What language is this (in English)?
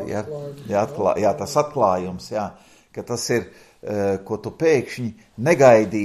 Latvian